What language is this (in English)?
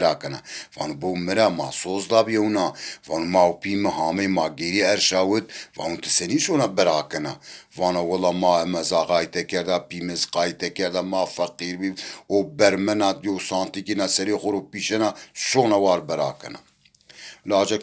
Zaza